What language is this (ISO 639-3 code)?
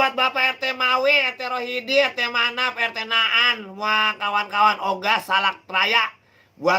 bew